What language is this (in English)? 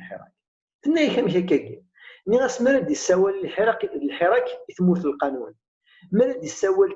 Kabyle